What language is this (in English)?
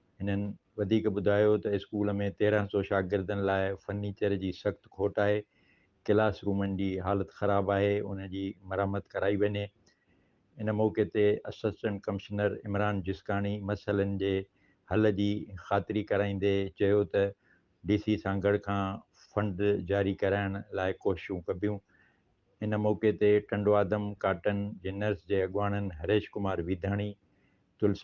Sindhi